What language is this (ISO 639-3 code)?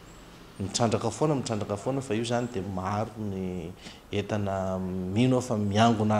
mlg